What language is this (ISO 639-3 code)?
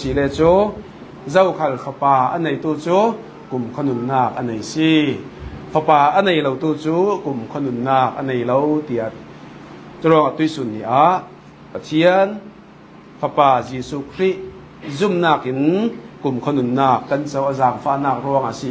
cfm